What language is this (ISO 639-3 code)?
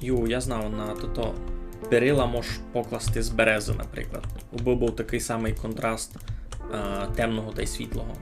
rue